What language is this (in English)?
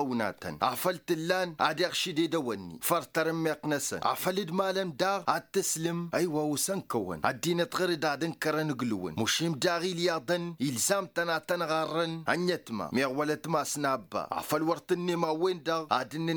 Tamasheq